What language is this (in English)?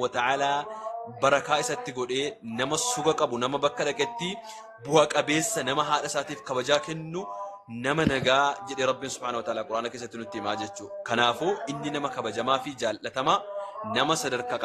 Oromo